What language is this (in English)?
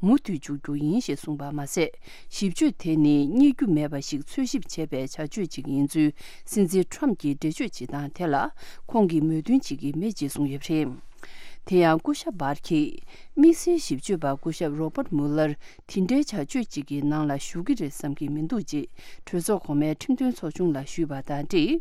Tibetan